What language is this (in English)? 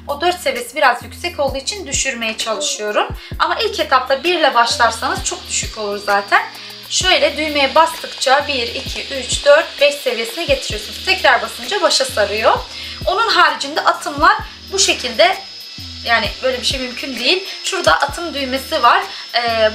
Turkish